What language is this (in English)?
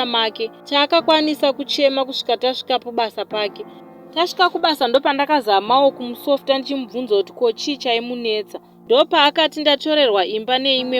Shona